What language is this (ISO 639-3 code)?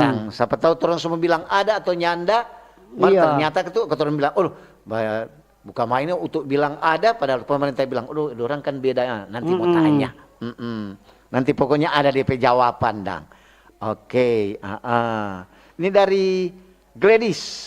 xmm